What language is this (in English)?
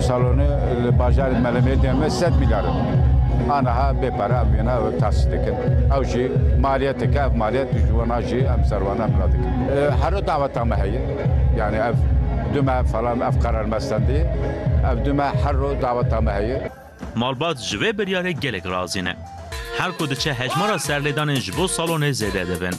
Kurdish